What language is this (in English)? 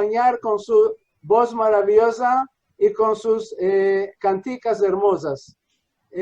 Ladino